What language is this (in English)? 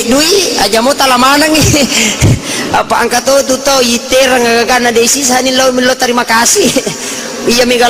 Buginese